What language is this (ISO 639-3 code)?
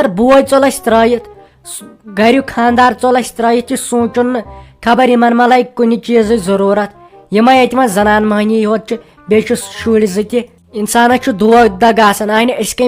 kas